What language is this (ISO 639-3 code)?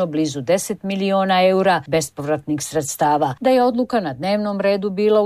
hrv